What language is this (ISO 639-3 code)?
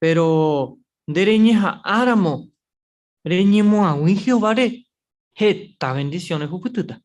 grn